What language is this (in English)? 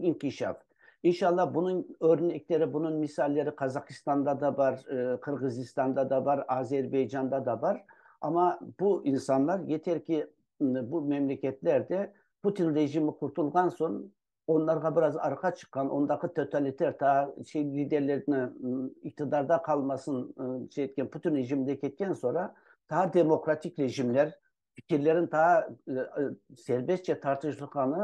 Crimean Tatar